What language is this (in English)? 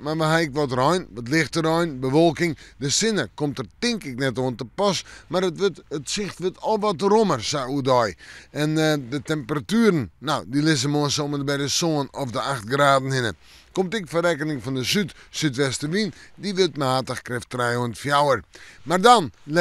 Western Frisian